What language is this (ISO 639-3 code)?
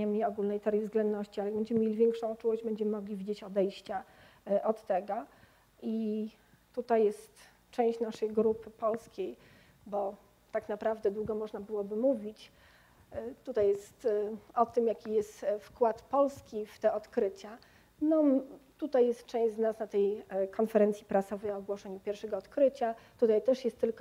pol